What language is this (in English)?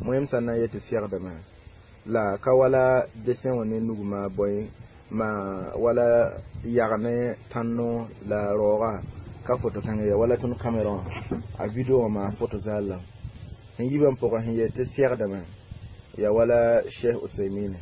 Mossi